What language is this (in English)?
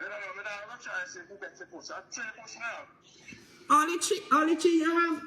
Jamaican Creole English